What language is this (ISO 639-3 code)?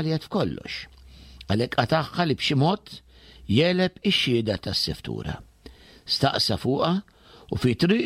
mlt